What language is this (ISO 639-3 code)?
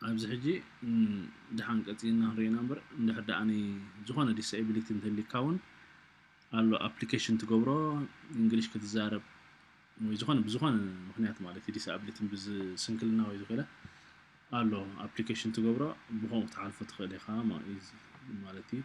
tir